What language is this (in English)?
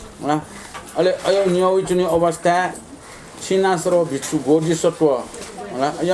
Newari